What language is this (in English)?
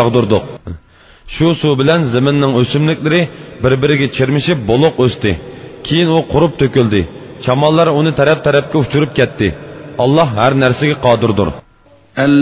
Uyghur